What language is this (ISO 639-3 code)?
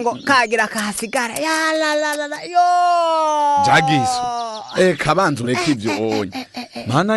run